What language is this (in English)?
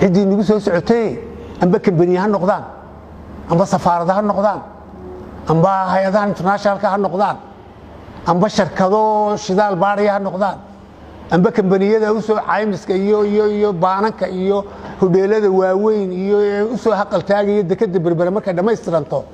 Somali